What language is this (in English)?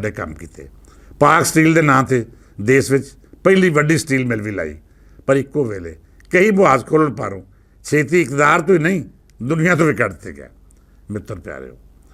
Western Panjabi